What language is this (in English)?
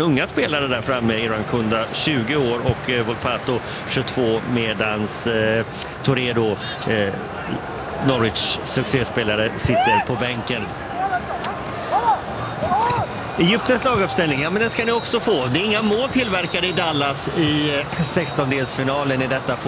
Swedish